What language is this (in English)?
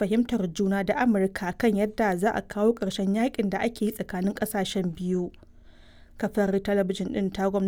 Hausa